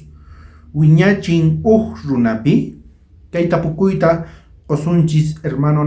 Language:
South Bolivian Quechua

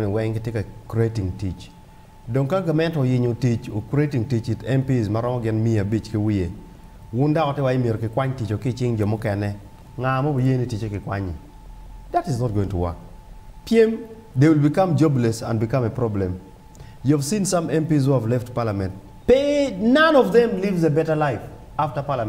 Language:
Acoli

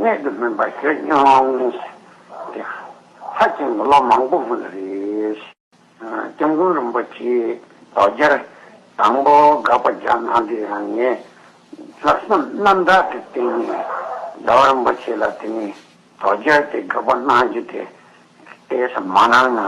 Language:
Tibetan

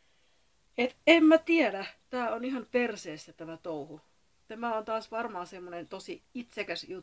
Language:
Finnish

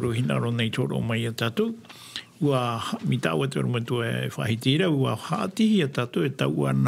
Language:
Tahitian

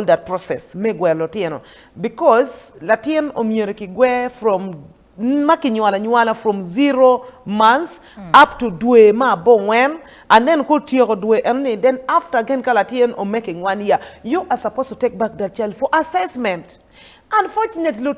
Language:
Acoli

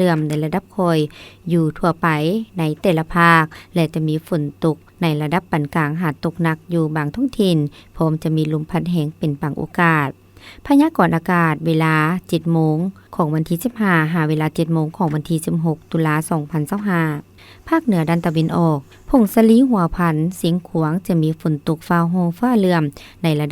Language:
Lao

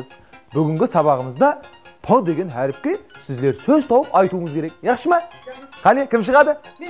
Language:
Kara-Kalpak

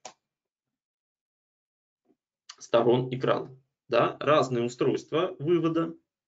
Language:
Russian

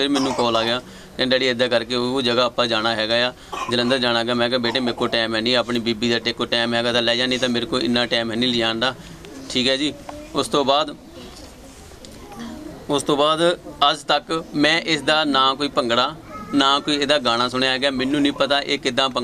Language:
Punjabi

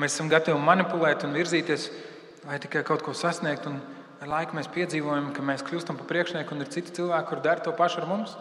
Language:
Latvian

